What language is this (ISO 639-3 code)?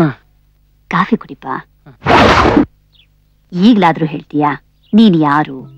kan